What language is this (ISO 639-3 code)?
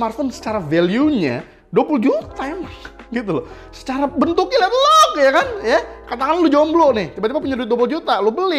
ind